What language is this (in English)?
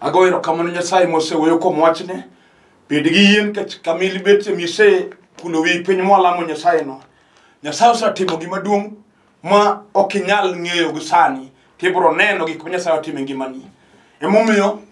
Luo (Kenya and Tanzania)